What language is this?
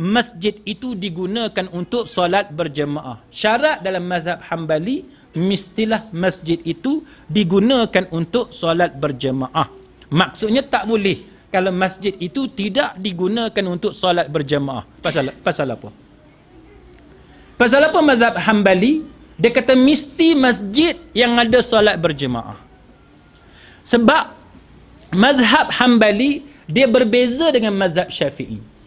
Malay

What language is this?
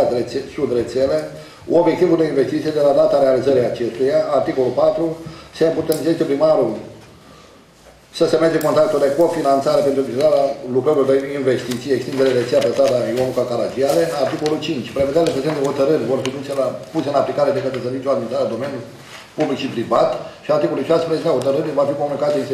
Romanian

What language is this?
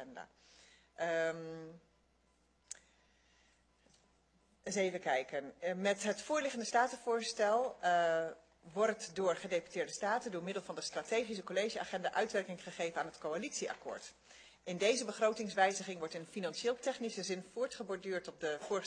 Dutch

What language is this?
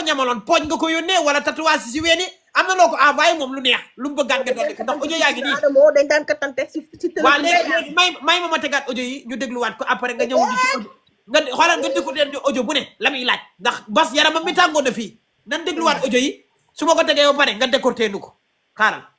Wolof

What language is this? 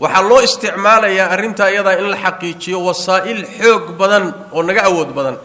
Somali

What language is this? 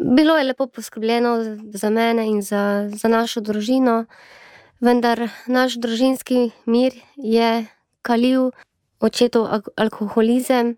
Slovenian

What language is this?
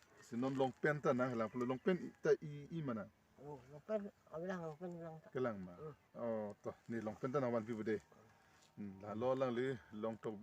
Karbi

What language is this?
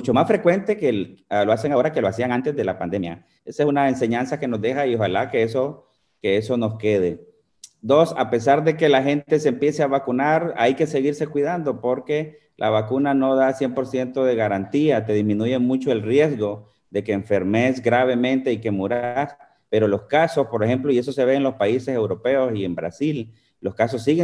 Spanish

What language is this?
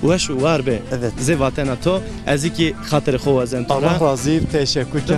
Zaza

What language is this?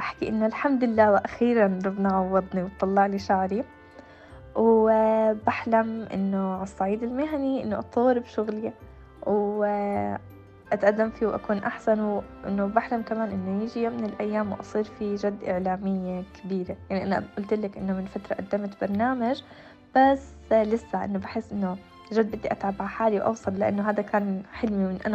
North Levantine Arabic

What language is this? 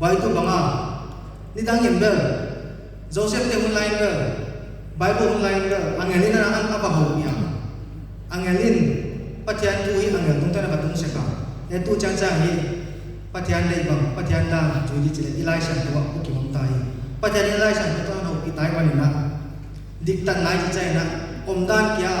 Paite Chin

